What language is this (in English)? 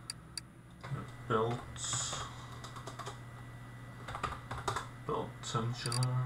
Danish